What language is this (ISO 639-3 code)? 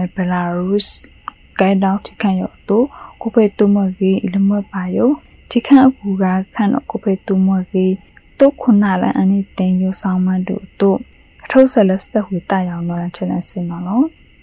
mya